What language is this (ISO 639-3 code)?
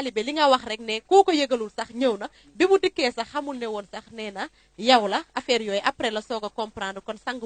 wol